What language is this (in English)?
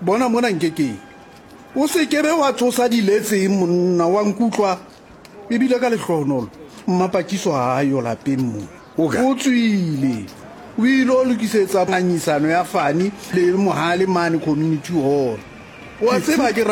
Southern Sotho